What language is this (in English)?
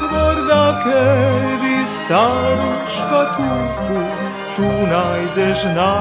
Rusyn